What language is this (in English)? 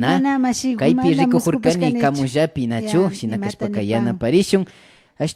Imbabura Highland Quichua